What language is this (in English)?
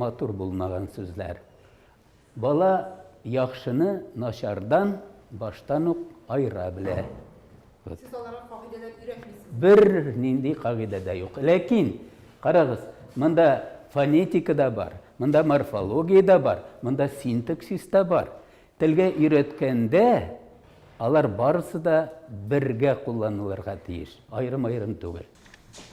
Tatar